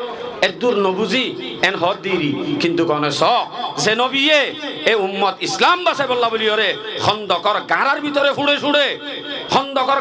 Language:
Rohingya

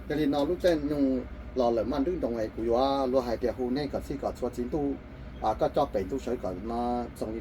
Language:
Hmong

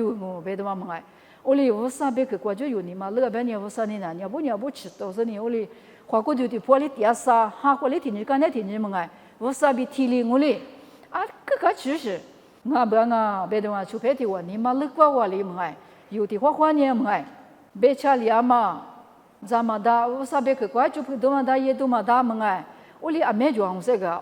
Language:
Lisu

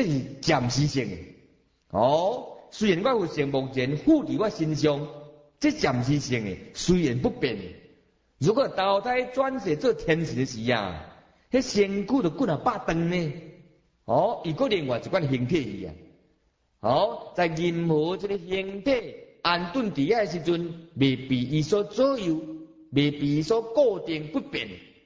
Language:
Min Nan Chinese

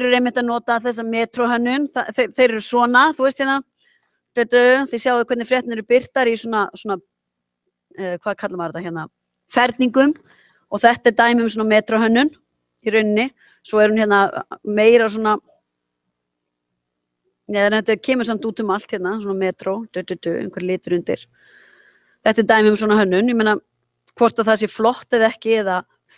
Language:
Icelandic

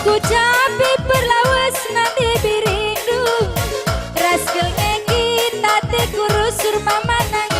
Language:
Batak Karo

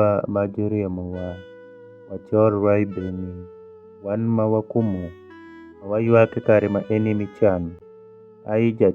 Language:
Alur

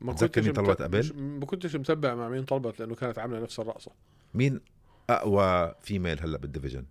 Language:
North Levantine Arabic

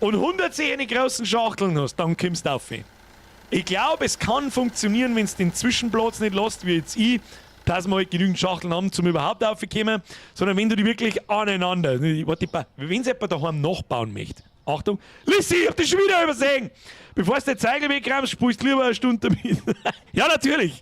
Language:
Bavarian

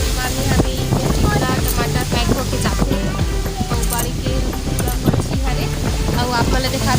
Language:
Chhattisgarhi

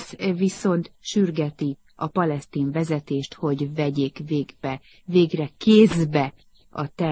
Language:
Hungarian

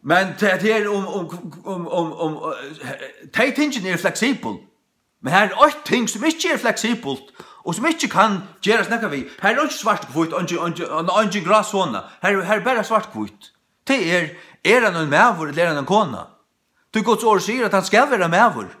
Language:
Faroese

